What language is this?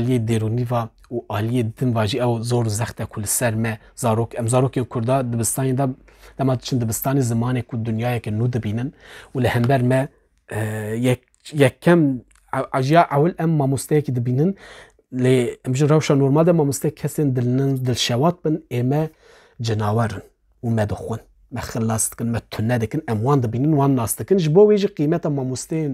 Kurdish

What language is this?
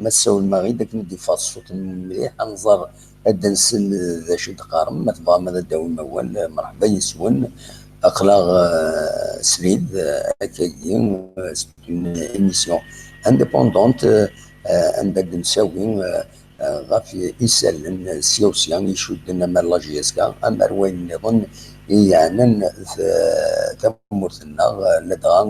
Kabyle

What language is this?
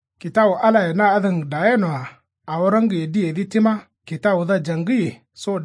Kanuri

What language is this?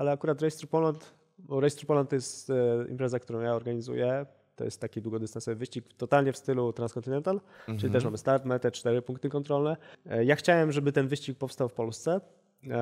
Polish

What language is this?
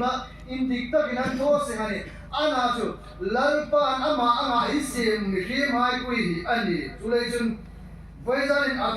Hmar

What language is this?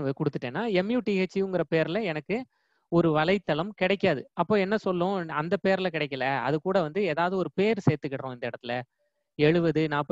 Tamil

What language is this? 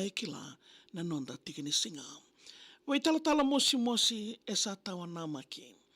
Fijian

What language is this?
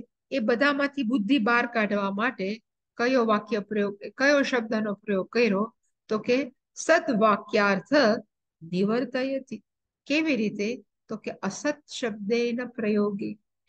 Gujarati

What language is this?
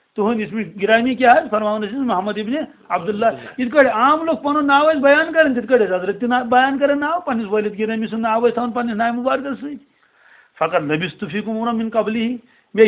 Kashmiri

